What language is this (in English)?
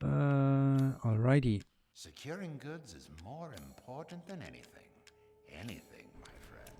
Swiss German